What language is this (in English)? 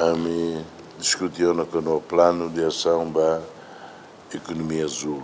Tetum